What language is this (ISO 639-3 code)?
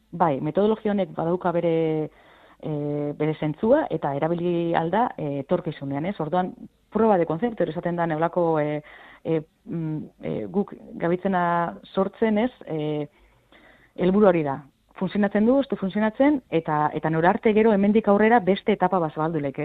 eus